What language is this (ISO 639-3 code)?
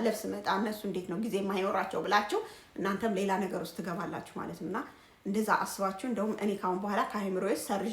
amh